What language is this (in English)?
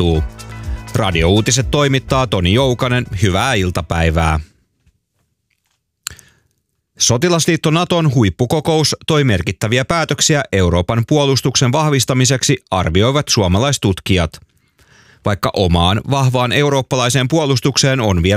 Finnish